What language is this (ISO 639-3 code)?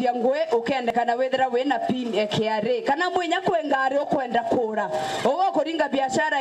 mer